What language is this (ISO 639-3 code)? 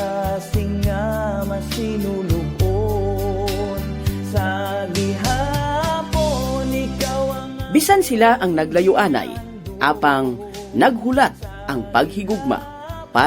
hil